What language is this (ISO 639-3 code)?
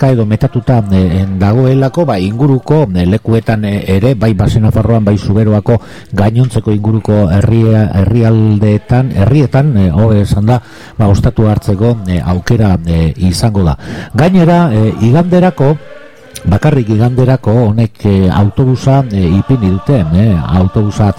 eus